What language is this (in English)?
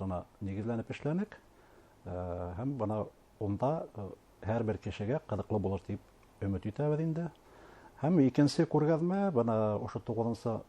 Bashkir